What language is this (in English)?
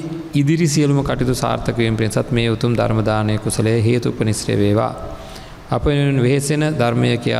Sinhala